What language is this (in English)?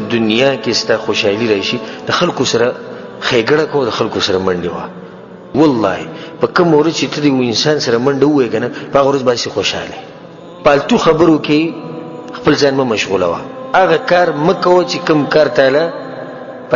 Pashto